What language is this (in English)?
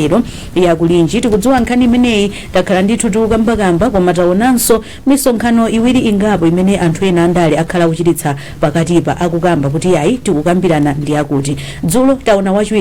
Nyanja